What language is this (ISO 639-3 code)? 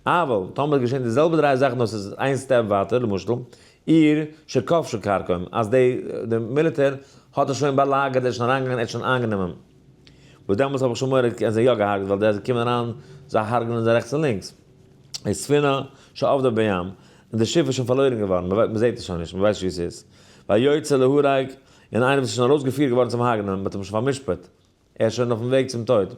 yid